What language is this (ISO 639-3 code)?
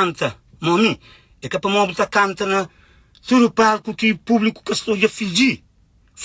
kea